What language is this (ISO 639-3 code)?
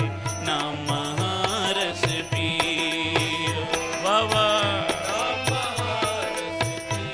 pan